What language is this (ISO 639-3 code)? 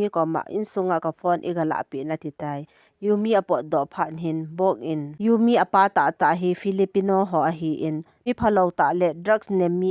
tcz